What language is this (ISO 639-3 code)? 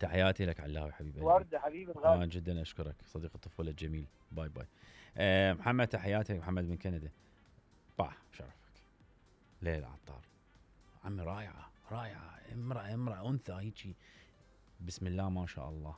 acm